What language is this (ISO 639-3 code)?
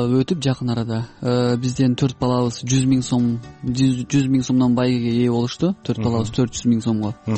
kir